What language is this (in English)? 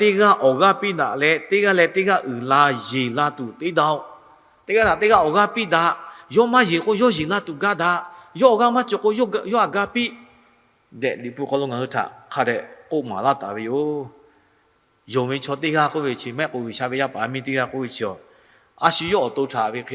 Lahu